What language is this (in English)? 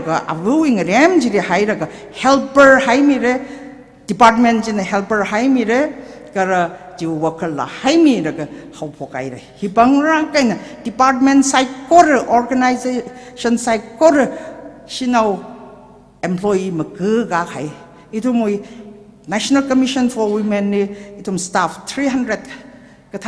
Tangkhul Naga (India)